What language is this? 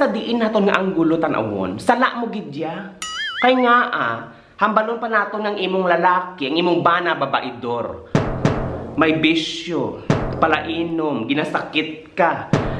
Hiligaynon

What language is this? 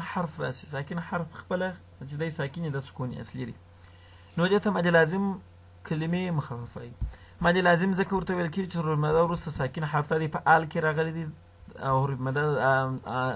Pashto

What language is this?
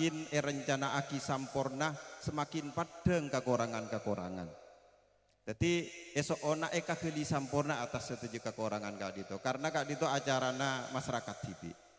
Madurese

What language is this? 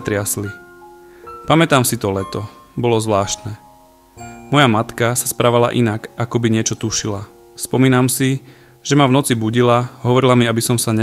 Slovak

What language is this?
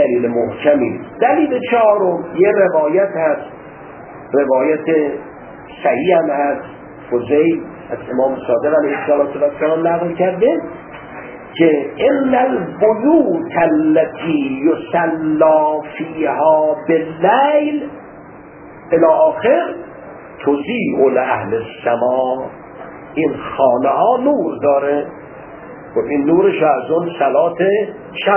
Persian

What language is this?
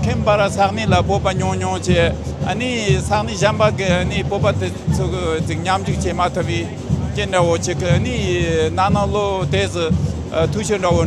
Tibetan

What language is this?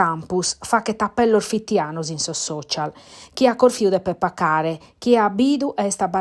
Sardinian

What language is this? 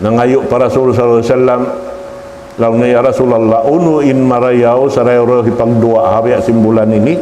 Tausug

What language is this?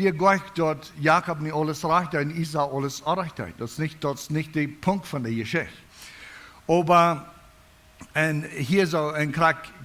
Plautdietsch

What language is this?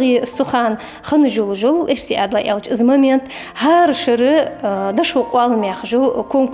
Ingush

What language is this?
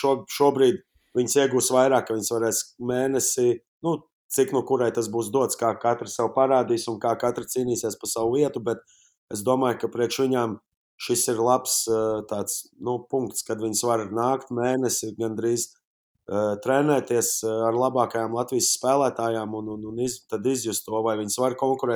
Latvian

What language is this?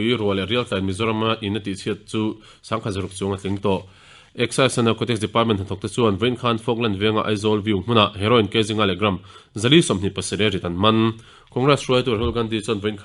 Mizo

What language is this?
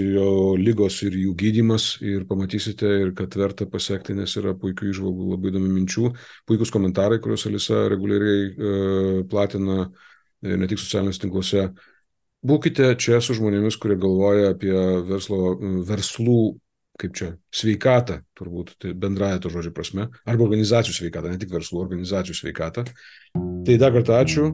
Lithuanian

